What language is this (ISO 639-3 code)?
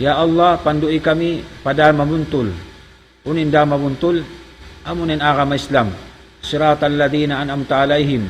tsg